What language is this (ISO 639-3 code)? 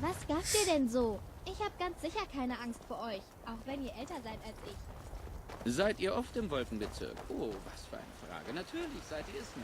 gsw